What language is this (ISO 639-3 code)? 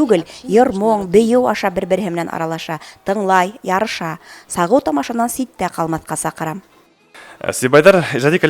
bak